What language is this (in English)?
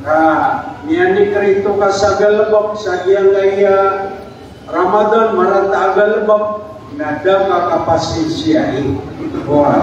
Maranao